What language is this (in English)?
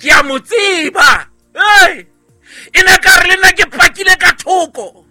Southern Sotho